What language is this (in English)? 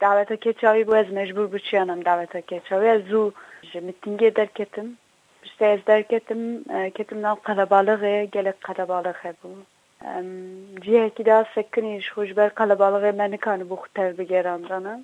Kurdish